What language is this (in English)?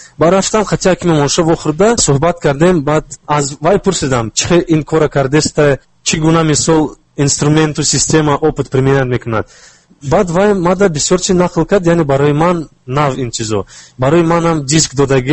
Tajik